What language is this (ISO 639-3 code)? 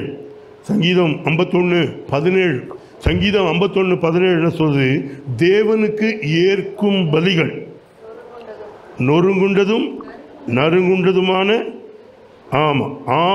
tam